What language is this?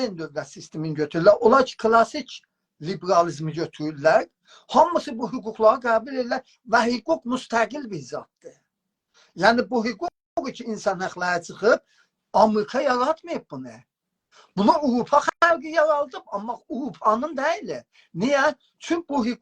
South Azerbaijani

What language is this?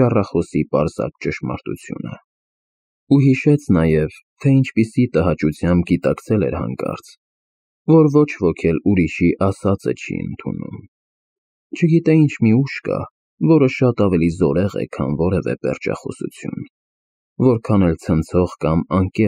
Armenian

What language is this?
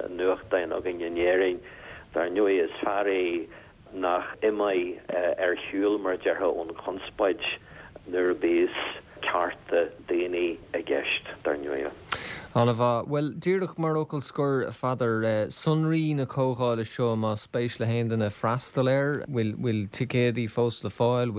Irish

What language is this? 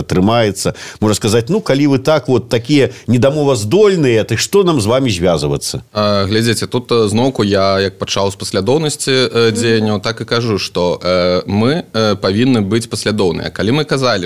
Belarusian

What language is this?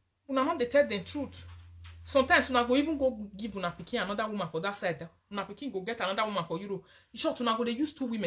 Nigerian Pidgin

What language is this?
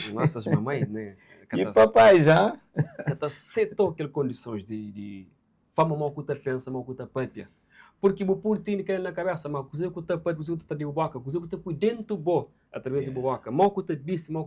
Kabuverdianu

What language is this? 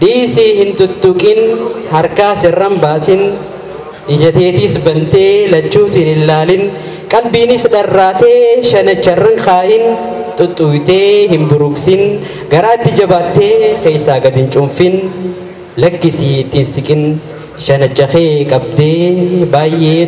Oromo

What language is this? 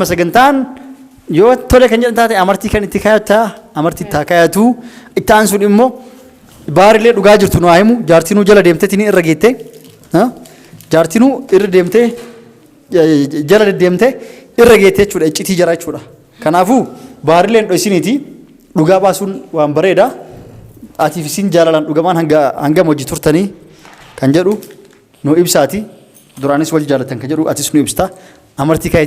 Oromo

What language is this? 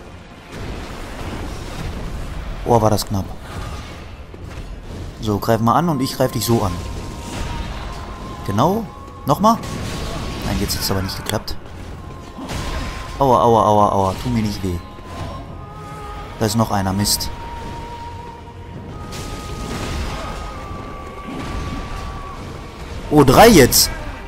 German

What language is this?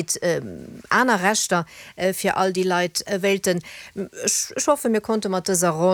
Luxembourgish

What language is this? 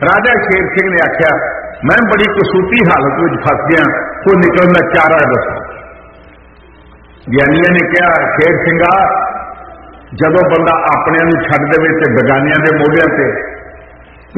Punjabi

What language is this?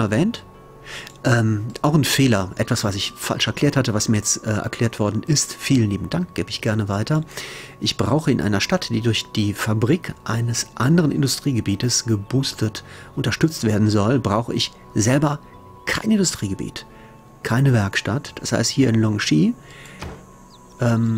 German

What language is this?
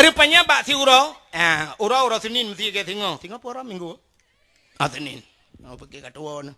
Achinese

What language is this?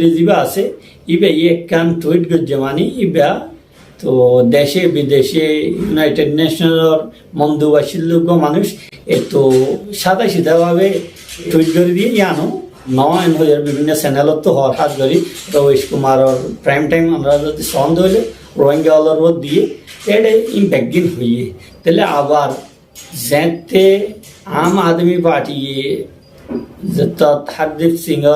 Rohingya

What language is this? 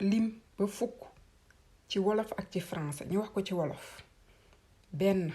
Wolof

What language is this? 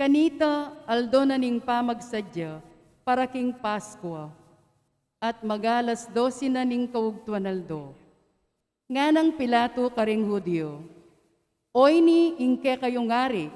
Pampanga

